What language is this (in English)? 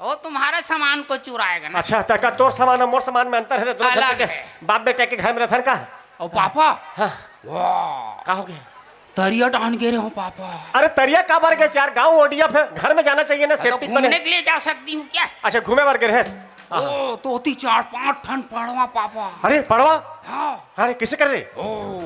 Chhattisgarhi